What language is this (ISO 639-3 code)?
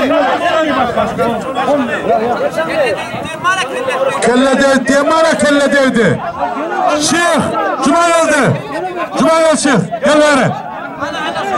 tur